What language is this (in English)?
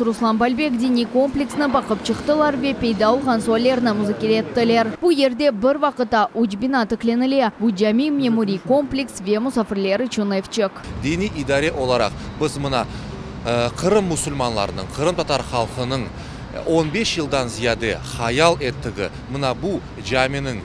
Crimean Tatar